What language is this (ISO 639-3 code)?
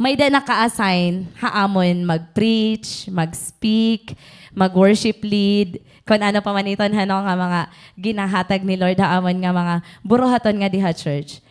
war